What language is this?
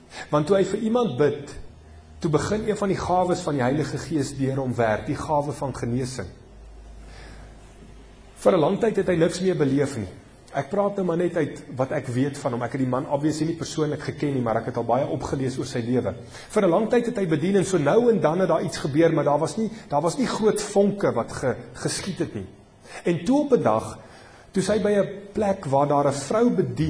Afrikaans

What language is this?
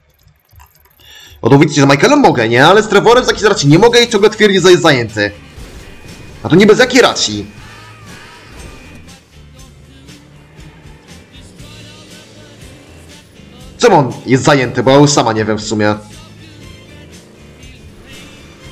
Polish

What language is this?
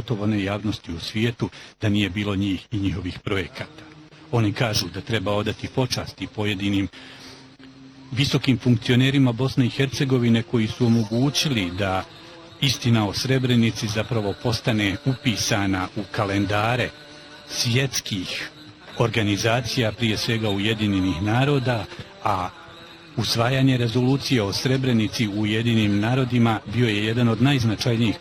Bosnian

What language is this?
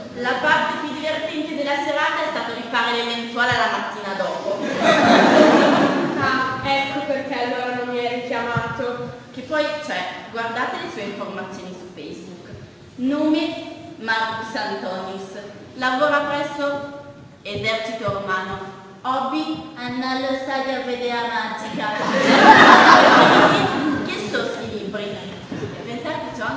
Italian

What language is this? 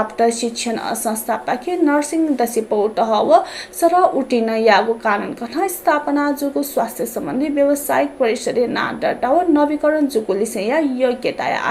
Newari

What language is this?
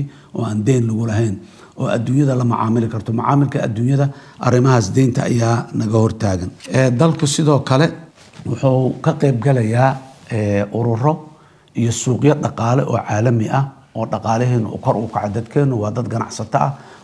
Somali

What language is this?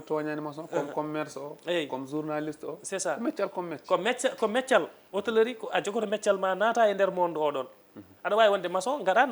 Fula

